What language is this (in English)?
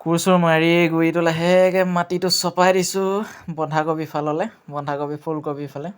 Assamese